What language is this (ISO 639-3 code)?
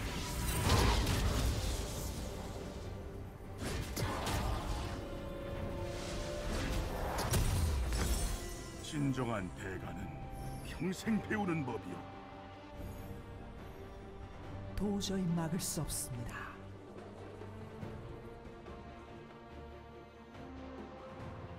kor